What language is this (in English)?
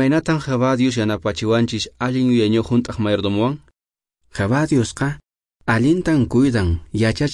Quechua